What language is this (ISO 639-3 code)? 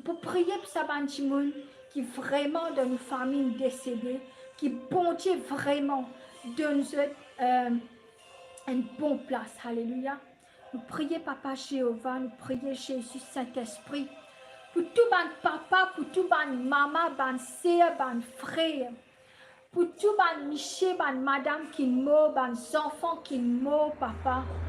mfe